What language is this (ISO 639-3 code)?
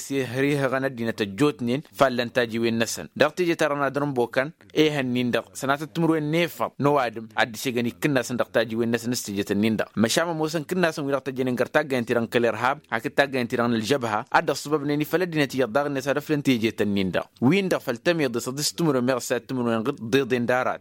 taq